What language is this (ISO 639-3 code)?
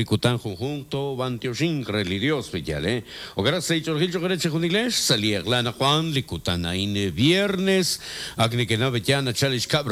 kek